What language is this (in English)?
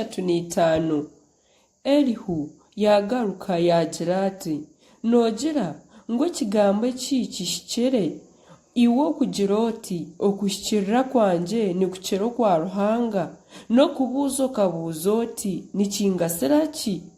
Nyankole